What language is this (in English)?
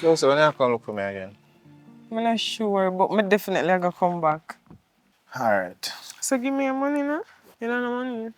Jamaican Creole English